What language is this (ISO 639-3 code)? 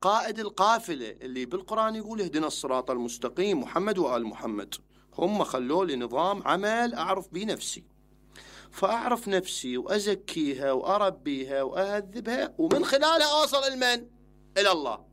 acm